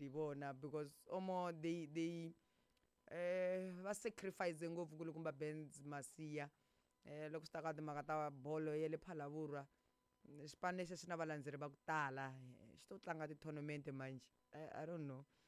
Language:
Tsonga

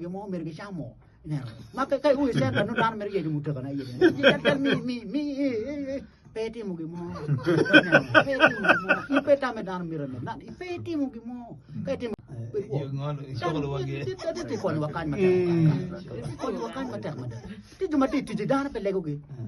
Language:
Acoli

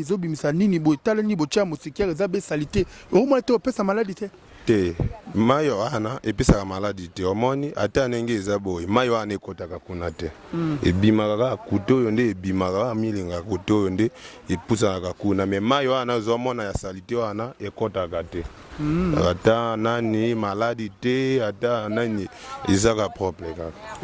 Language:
Lingala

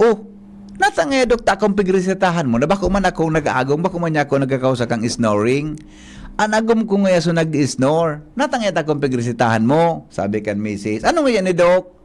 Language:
Bikol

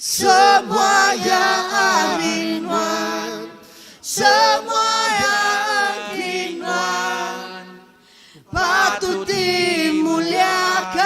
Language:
Iban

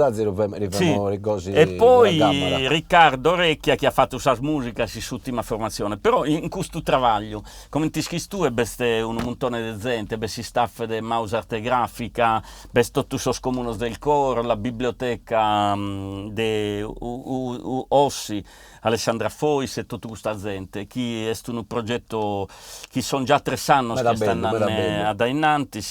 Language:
Sardinian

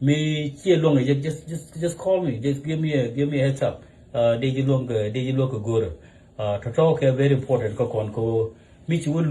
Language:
Nuer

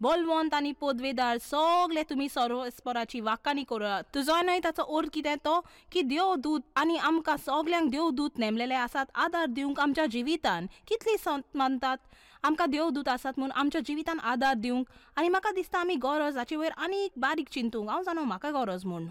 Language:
Konkani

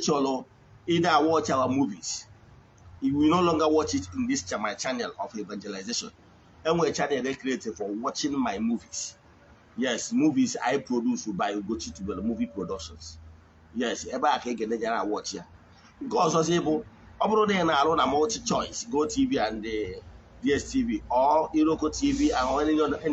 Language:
Igbo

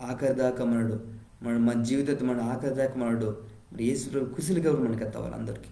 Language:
Koya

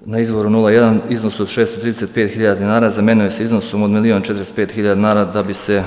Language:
Serbian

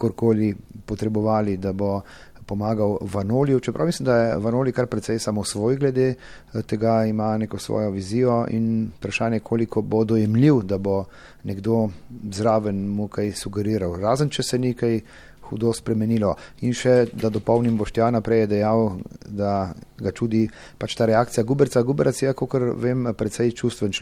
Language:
Slovenian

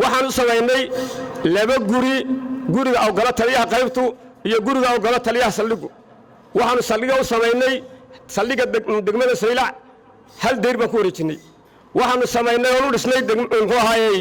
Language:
Somali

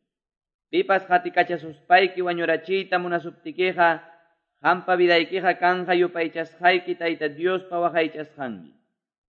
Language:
Quechua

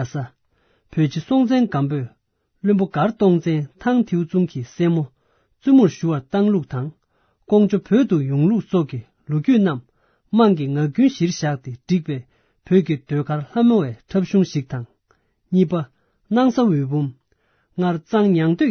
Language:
Tibetan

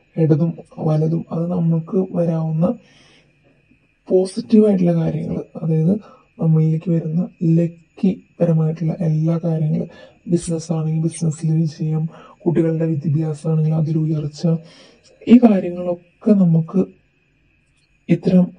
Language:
Malayalam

